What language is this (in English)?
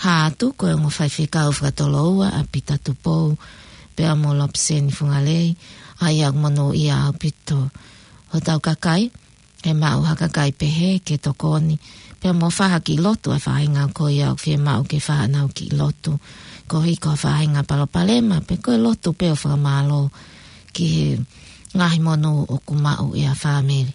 Tongan